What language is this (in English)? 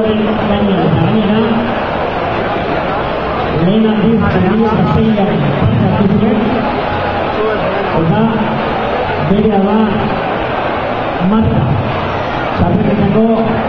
Basque